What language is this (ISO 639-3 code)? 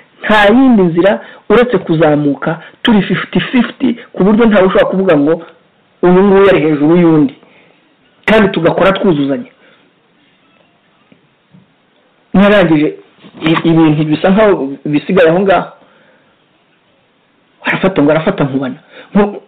kin